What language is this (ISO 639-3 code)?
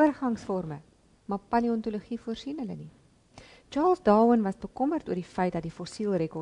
afr